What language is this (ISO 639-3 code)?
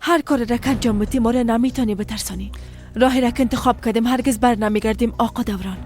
fas